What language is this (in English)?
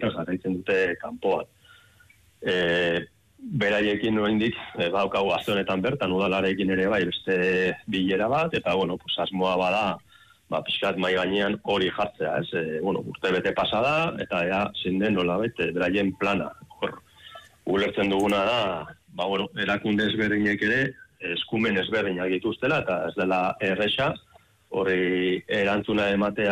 Basque